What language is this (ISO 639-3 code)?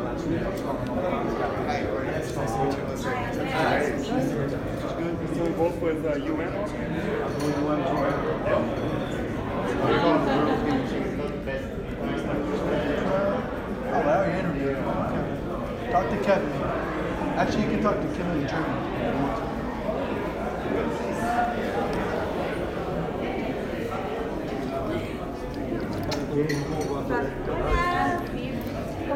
spa